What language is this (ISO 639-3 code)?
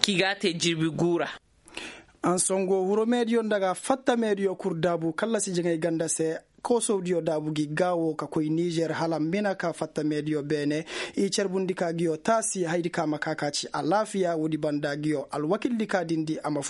ses